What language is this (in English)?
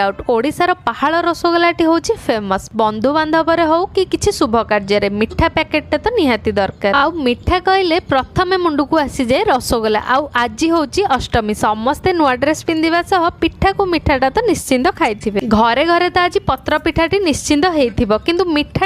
Odia